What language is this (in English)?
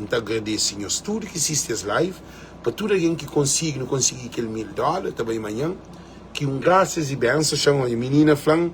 Kabuverdianu